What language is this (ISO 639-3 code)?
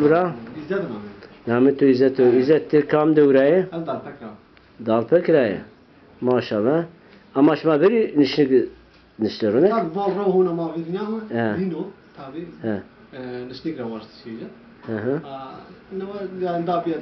zza